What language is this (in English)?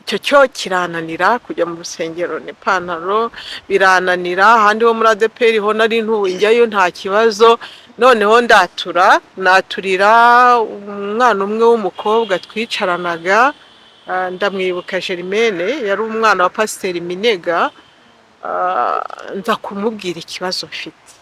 Kinyarwanda